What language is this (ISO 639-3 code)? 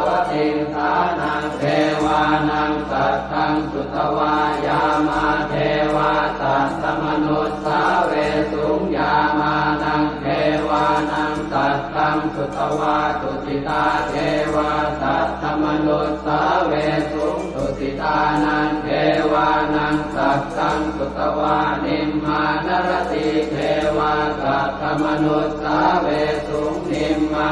pli